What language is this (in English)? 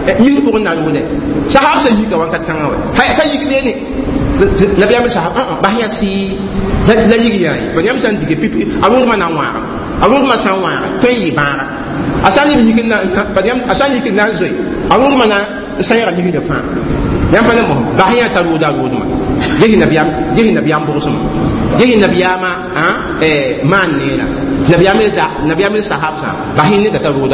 Mossi